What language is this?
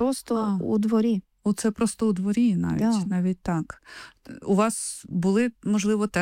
Ukrainian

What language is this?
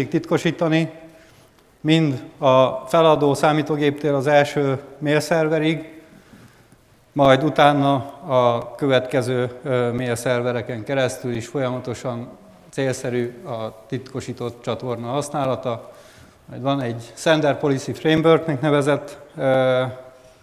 Hungarian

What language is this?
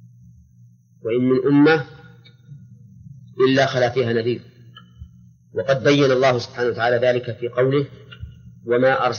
Arabic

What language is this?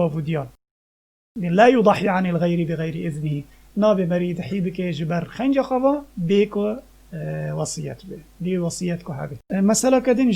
Kurdish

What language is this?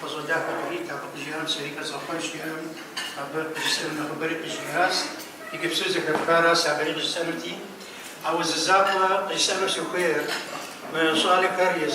Kabardian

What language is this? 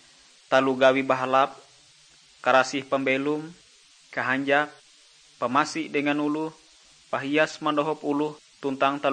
Ngaju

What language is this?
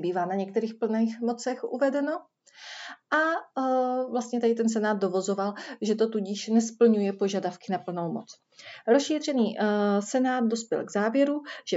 Czech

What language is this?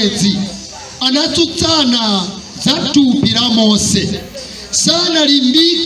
Nyanja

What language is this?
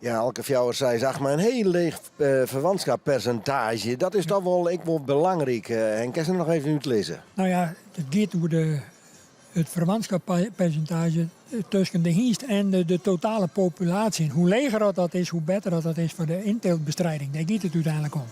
Western Frisian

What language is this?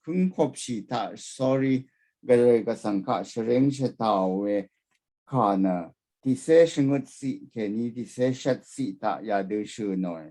Rawang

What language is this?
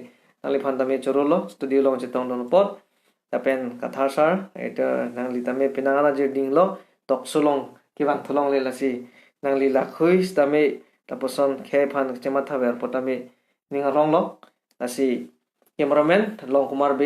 Karbi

